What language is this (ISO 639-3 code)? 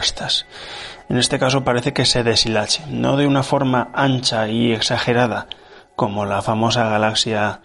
spa